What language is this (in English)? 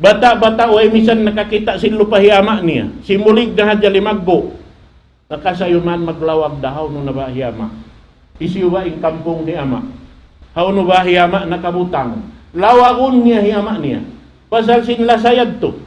Tausug